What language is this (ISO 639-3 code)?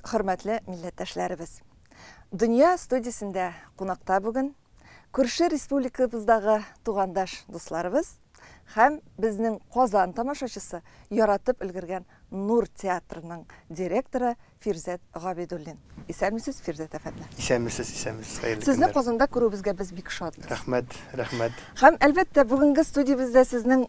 tat